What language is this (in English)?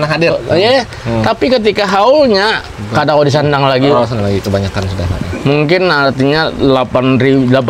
Banjar